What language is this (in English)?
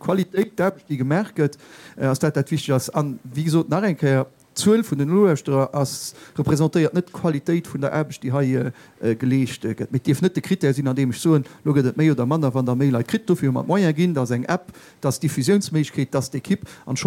Luxembourgish